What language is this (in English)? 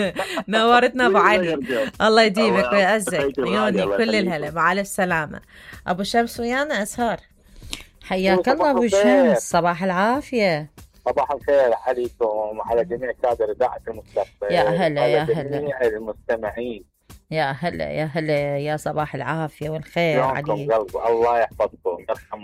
Mesopotamian Arabic